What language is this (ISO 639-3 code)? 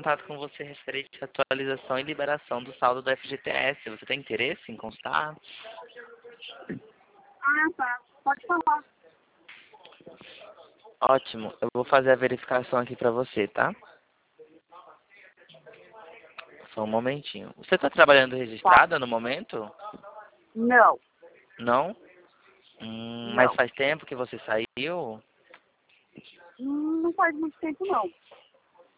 por